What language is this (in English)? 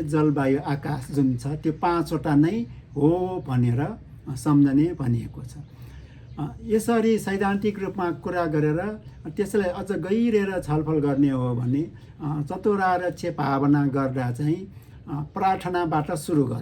Nepali